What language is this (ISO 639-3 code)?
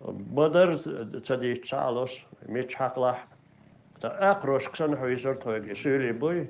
che